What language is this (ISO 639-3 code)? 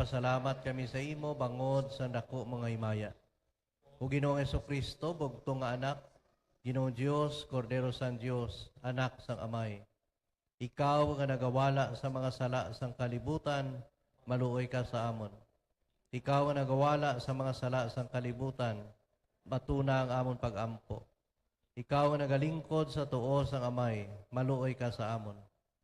hil